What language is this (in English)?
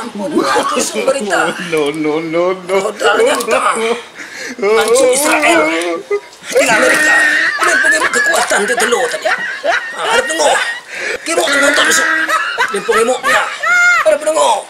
Minangkabau